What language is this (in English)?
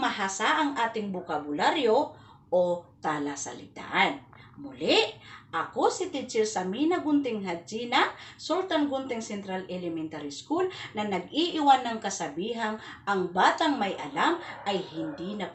Maranao